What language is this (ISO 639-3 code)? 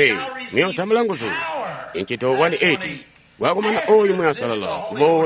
toi